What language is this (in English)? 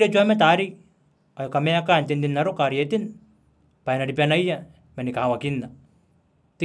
Gilbertese